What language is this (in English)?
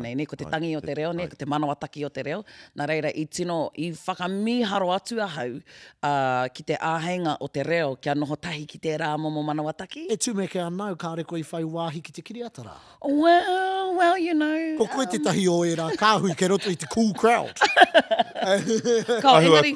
Māori